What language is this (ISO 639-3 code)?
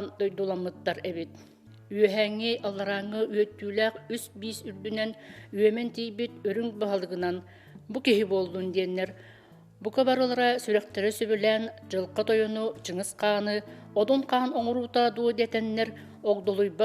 sah